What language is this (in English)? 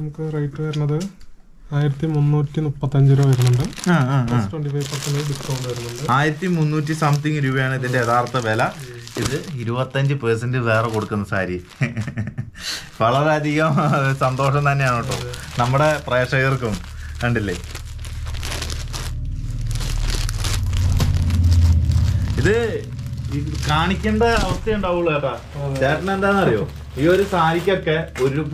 Malayalam